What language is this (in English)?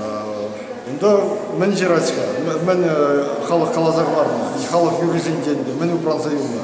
Chuvash